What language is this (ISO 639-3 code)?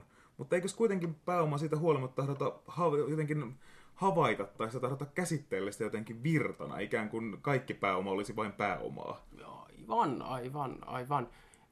fin